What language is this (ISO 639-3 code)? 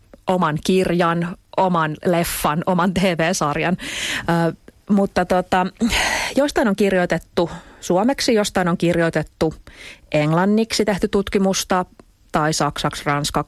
fin